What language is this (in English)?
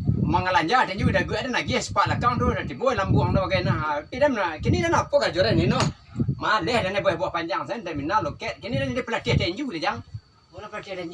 Minangkabau